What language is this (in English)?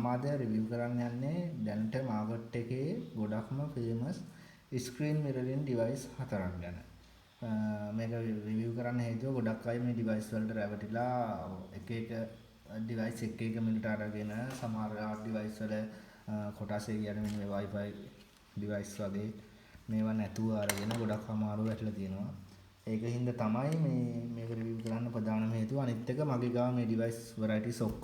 Sinhala